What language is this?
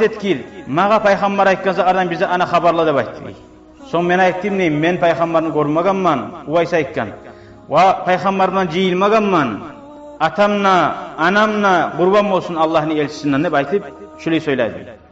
Kumyk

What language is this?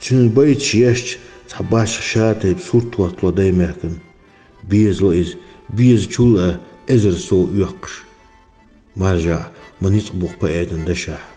Chechen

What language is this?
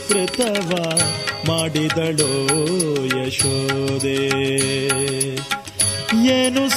Kannada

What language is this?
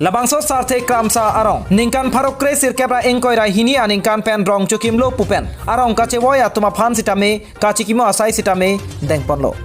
Karbi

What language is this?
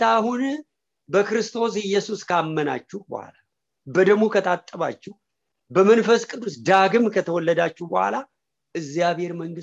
Amharic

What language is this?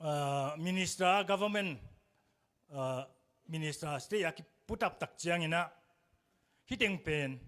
Tedim Chin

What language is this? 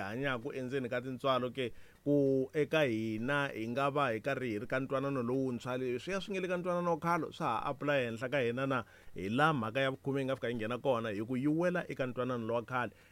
Tsonga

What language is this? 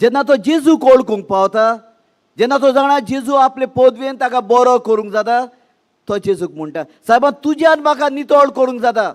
Konkani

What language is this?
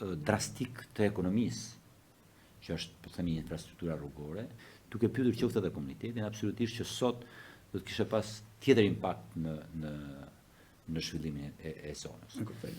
Albanian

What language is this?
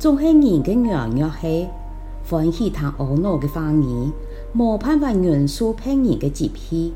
Hakka Chinese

